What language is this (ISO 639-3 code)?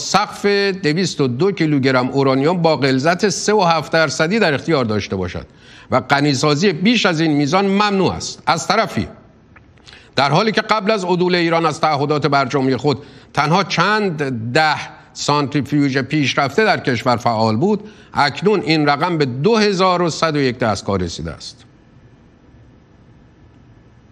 fas